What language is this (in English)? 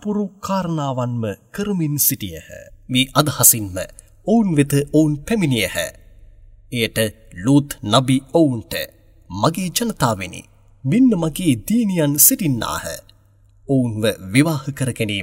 Sinhala